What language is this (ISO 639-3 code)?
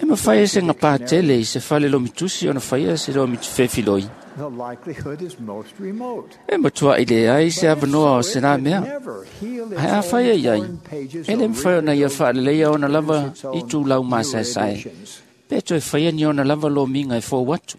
smo